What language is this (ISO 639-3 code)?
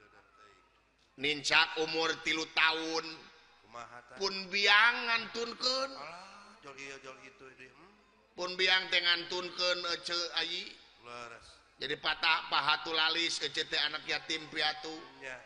sun